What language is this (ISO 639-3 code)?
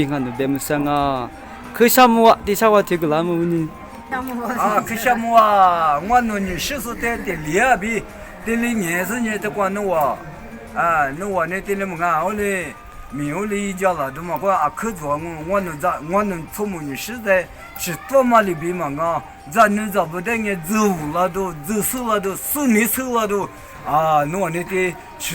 lis